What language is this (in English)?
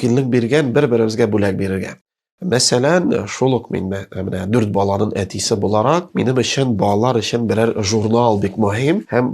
Tatar